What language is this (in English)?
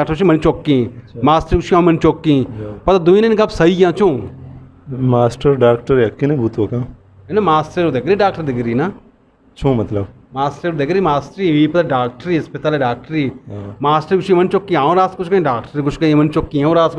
Eastern Balochi